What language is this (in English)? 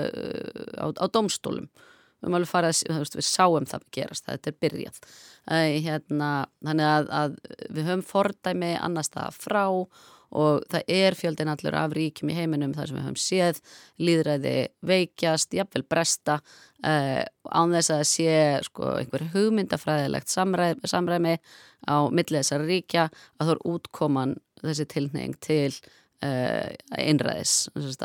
Icelandic